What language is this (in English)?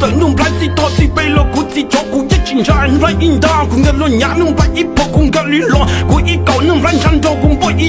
Hmong